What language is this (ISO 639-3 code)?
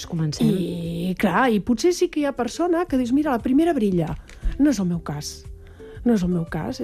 cat